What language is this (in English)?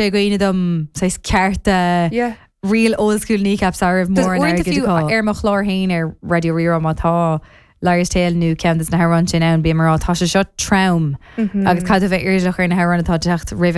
Irish